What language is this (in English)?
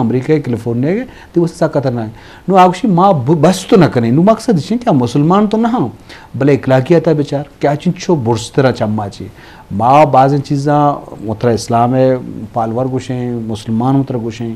Eastern Balochi